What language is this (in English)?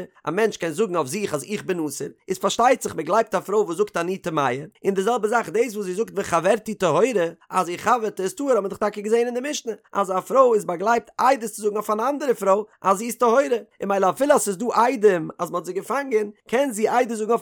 Yiddish